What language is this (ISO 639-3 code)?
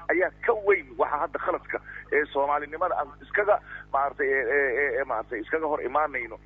som